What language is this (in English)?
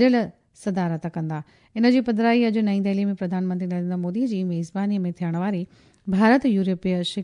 Sindhi